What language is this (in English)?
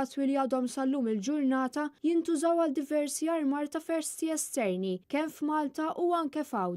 Maltese